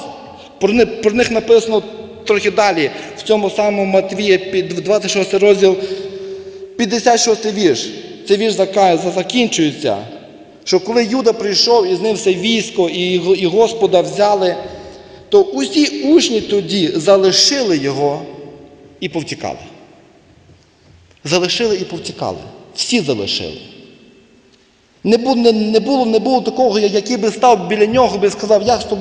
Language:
Ukrainian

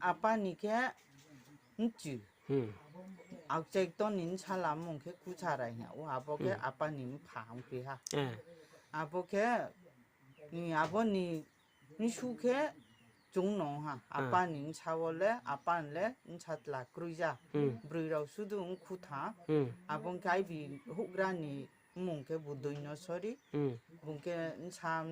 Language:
Riang (India)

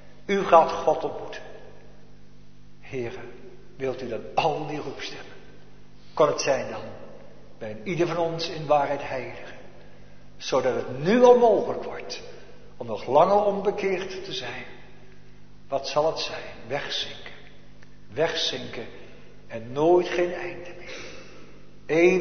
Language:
Dutch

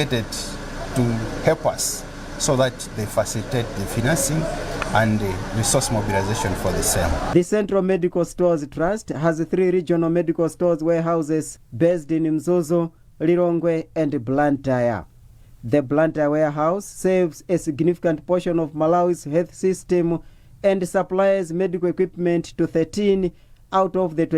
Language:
English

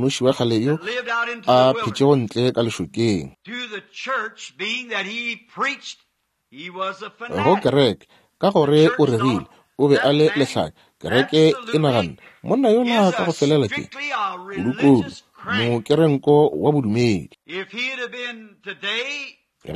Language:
Northern Sotho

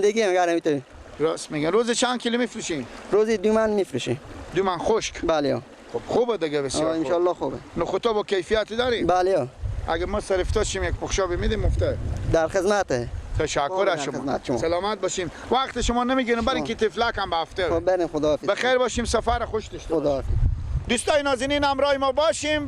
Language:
Persian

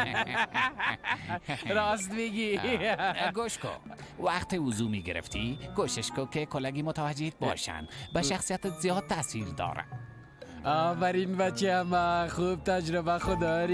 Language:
Persian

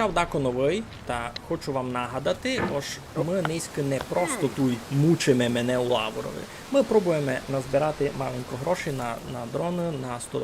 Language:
Rusyn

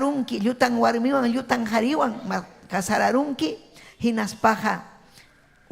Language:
Ayacucho Quechua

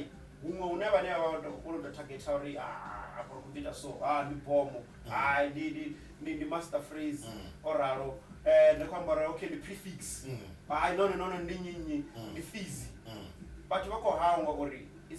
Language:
Venda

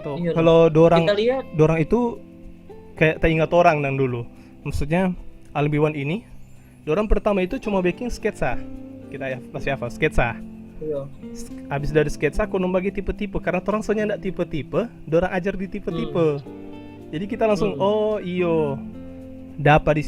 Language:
Manado Malay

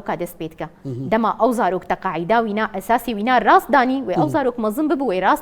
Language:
Kurdish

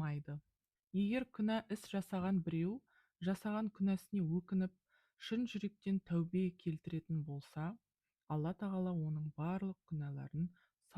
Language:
Kazakh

